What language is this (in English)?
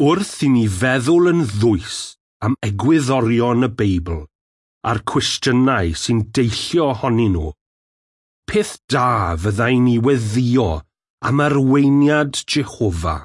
Welsh